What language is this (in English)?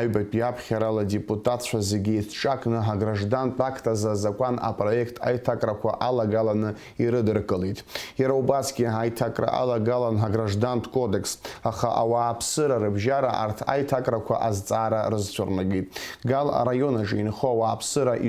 Abkhazian